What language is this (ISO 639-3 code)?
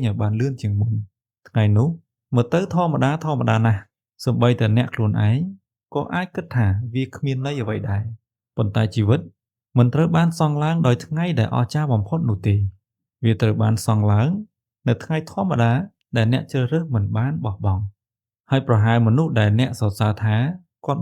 khm